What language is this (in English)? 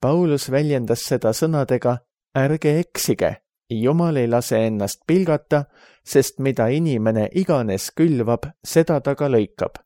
Estonian